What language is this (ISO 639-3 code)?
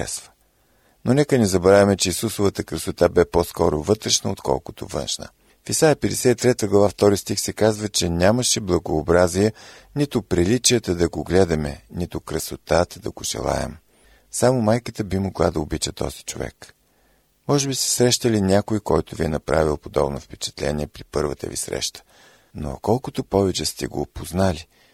bul